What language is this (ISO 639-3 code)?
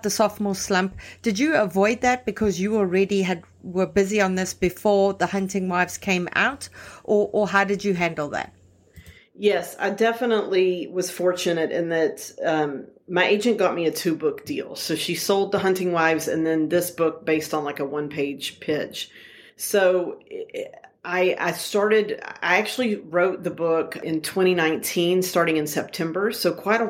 eng